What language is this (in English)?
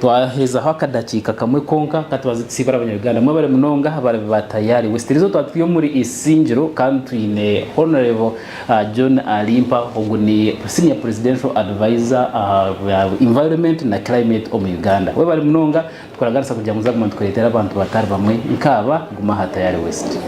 Nyankole